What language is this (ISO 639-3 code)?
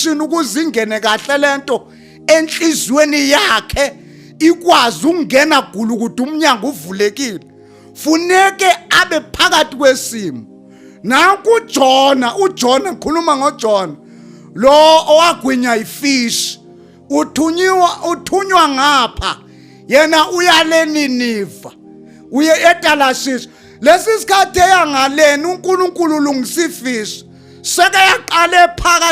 zul